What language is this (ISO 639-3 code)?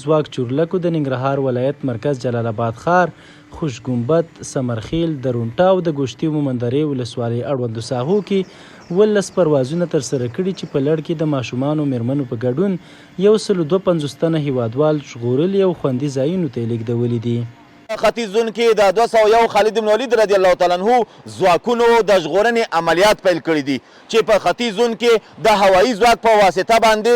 pus